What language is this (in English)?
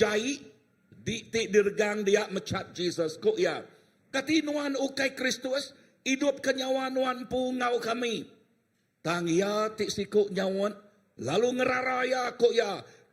Iban